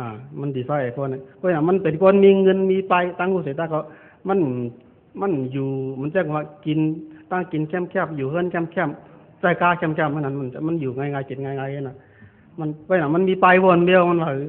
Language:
Shan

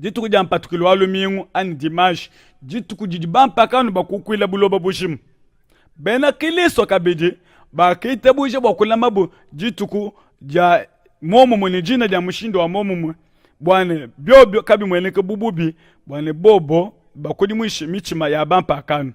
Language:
Luba-Lulua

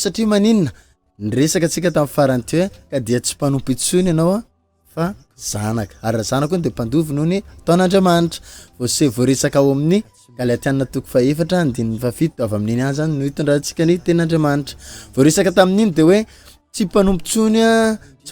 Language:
Malagasy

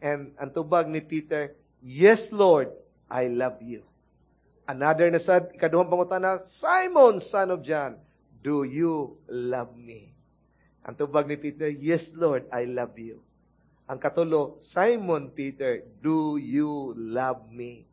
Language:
Cebuano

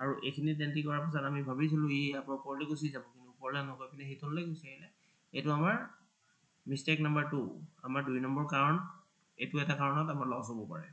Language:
Assamese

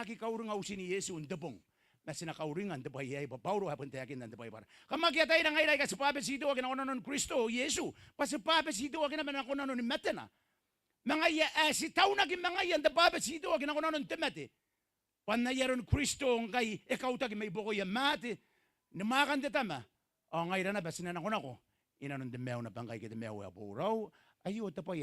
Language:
Gilbertese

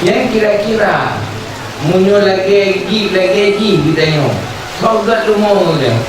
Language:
Achinese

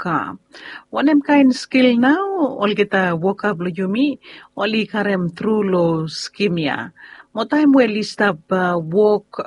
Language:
Bislama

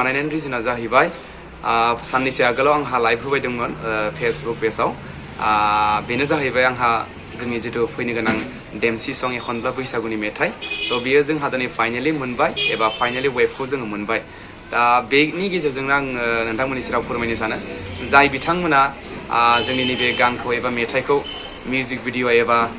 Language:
Bodo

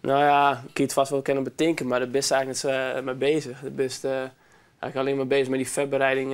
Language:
Western Frisian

